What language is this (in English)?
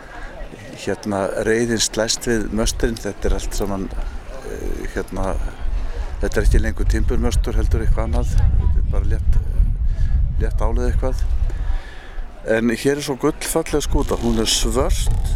Icelandic